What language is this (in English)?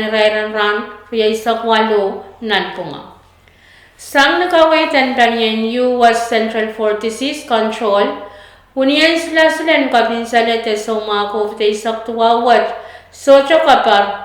Pohnpeian